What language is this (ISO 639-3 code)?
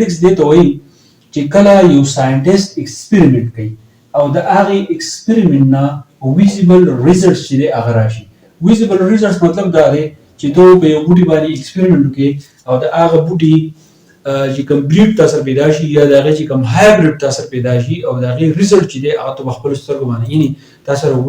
pus